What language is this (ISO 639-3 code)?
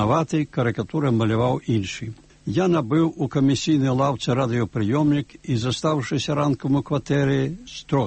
bel